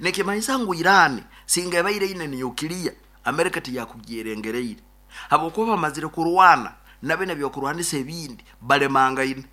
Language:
Nyankole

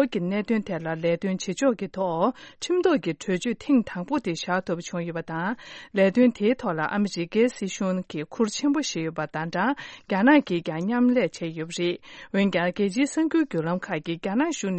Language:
Tibetan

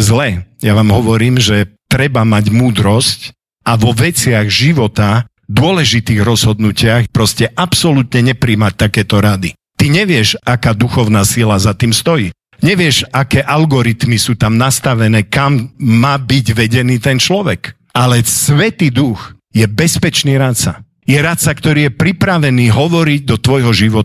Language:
Slovak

